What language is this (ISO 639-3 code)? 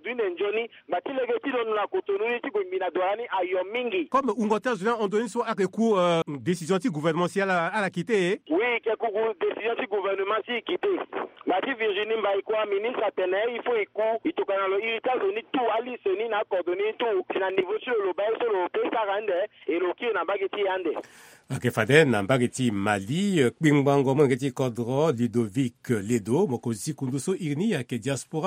sag